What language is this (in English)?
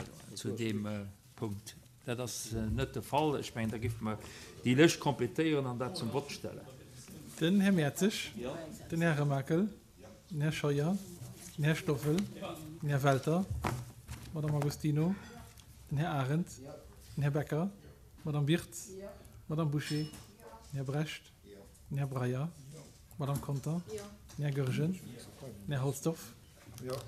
Luxembourgish